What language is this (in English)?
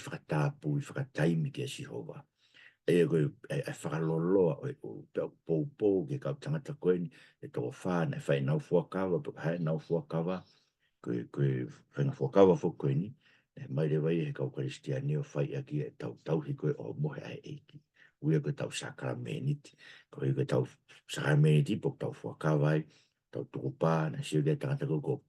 Tongan